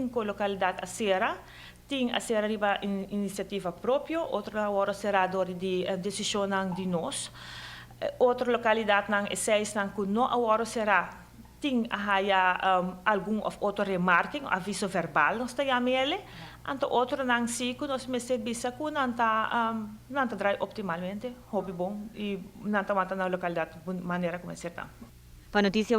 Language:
Papiamento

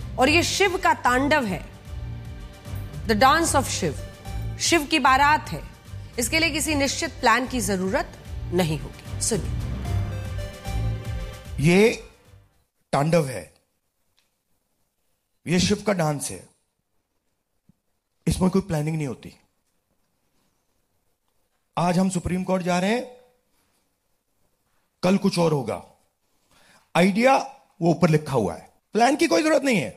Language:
Hindi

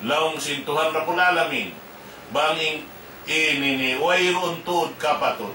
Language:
Tausug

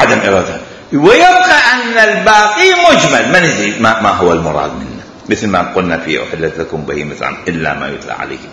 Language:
Mesopotamian Arabic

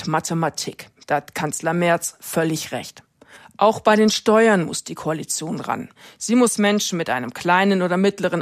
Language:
German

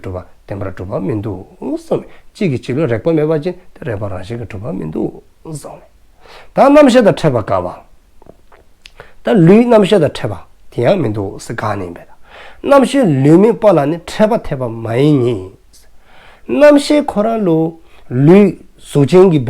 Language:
Dzongkha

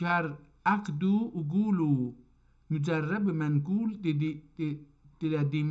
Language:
South Azerbaijani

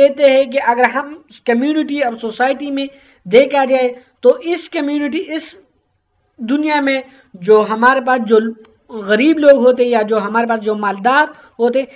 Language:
Urdu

